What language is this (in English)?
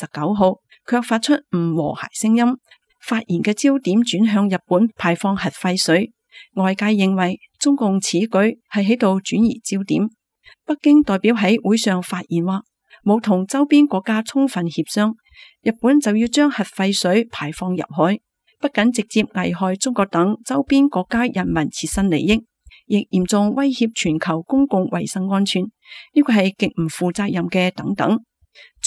Cantonese